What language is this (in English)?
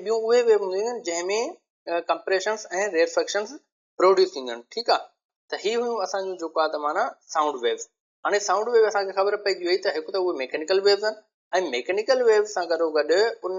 Sindhi